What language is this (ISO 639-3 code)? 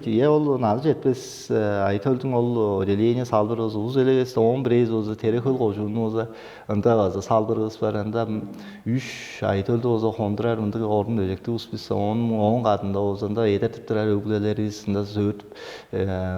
tyv